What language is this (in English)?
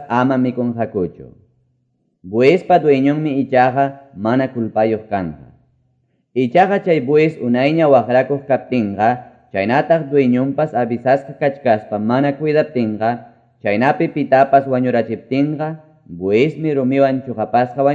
Quechua